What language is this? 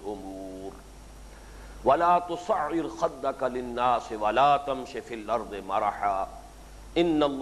Urdu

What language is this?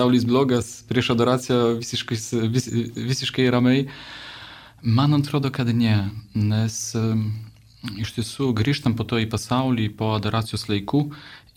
Lithuanian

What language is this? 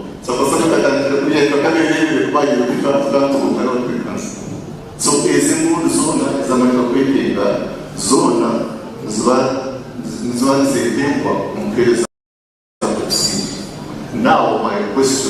Nyankole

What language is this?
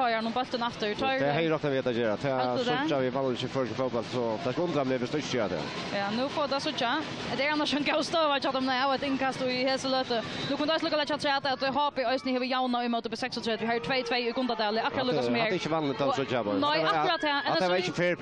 Faroese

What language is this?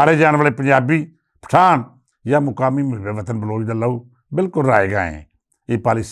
Western Panjabi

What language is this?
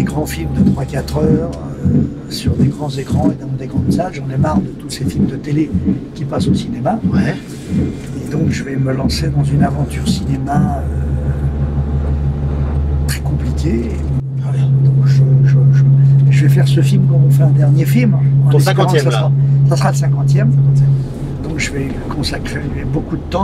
French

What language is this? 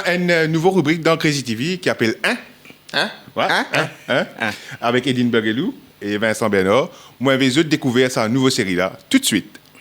Morisyen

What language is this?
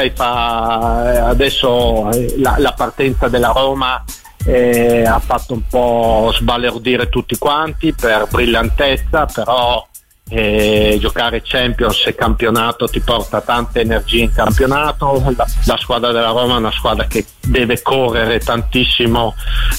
Italian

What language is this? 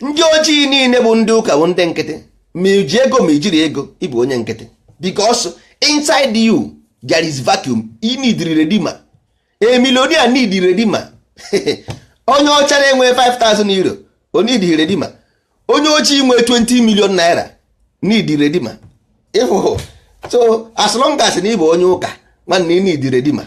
Igbo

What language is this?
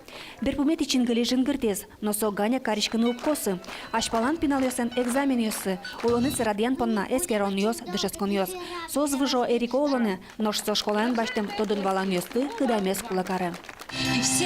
Udmurt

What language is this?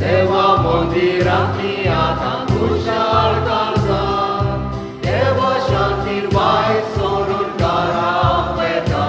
Konkani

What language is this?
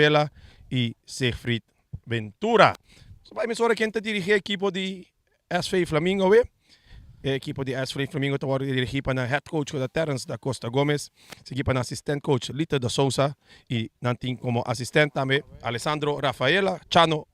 Papiamento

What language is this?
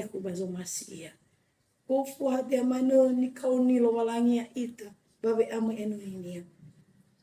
Nias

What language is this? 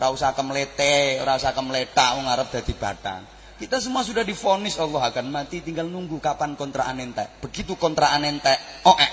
Javanese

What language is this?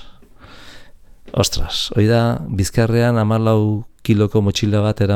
Basque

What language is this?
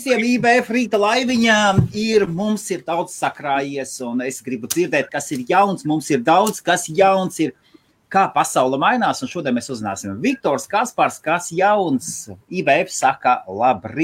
Latvian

